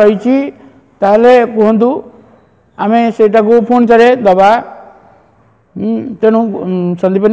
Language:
Odia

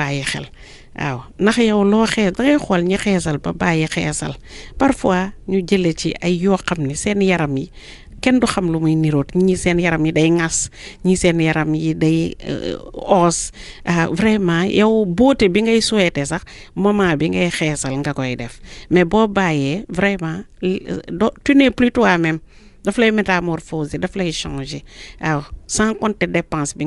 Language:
Wolof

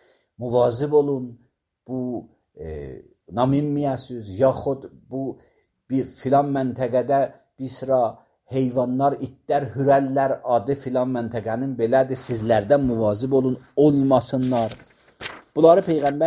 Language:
Azerbaijani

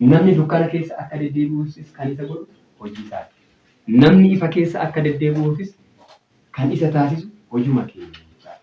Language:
Oromo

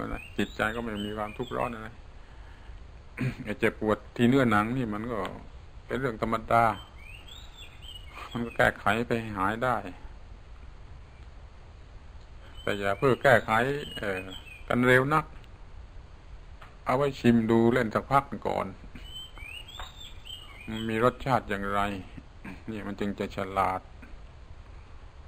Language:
Thai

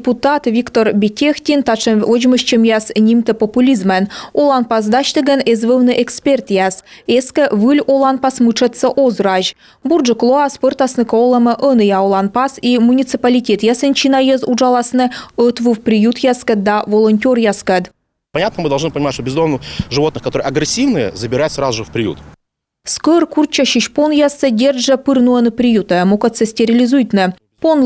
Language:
Komi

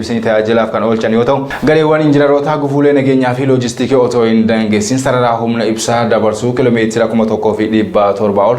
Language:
Oromo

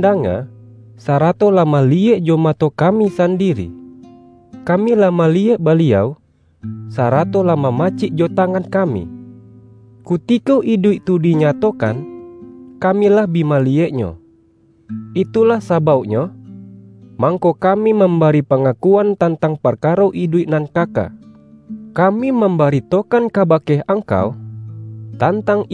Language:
Minangkabau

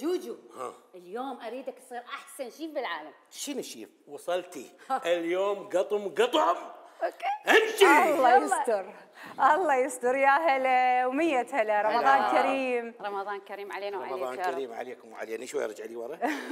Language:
Mesopotamian Arabic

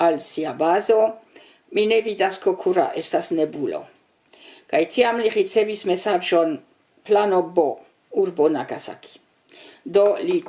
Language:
Esperanto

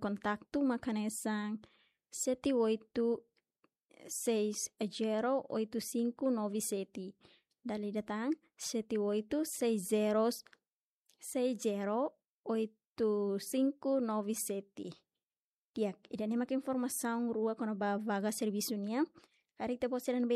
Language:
Tetum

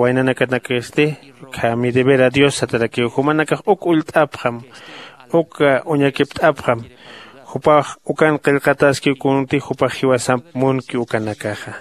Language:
Aymara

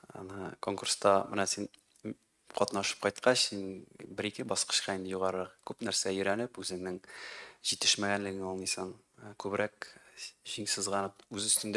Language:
Tatar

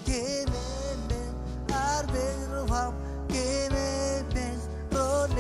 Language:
Marshallese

